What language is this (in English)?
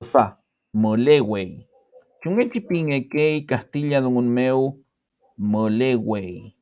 Mapuche